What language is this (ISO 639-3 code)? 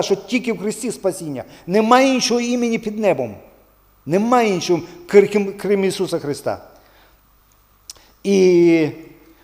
ukr